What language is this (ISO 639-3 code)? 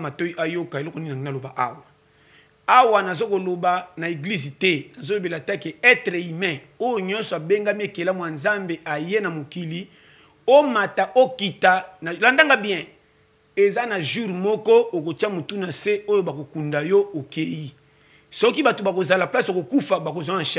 lin